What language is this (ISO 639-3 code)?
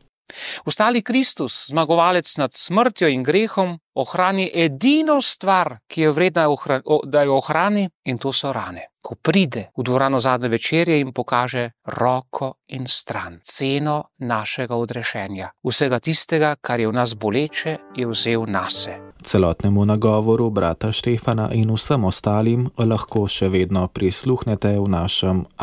slv